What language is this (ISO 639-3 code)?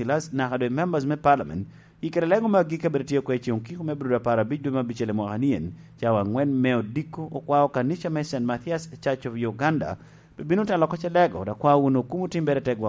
laj